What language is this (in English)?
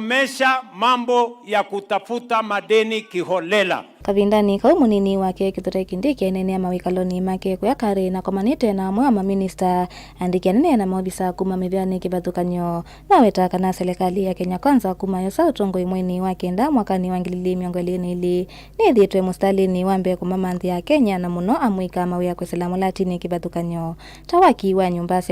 Kamba